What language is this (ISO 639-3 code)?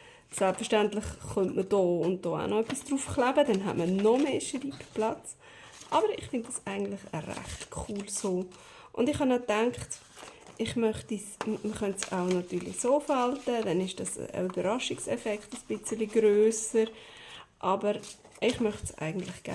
gsw